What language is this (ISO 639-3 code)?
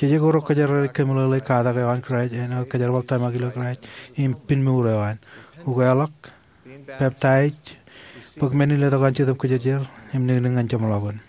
mah